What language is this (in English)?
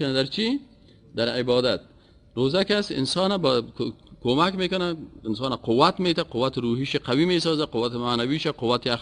Persian